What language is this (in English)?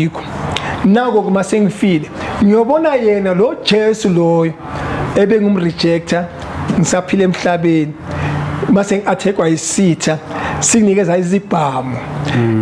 Zulu